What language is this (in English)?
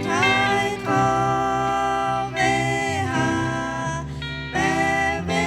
Lahu